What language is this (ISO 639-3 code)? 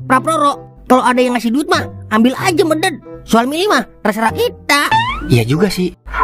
bew